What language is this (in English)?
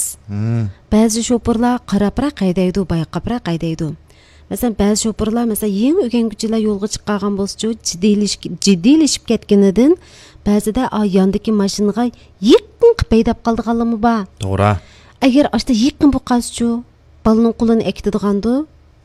Uyghur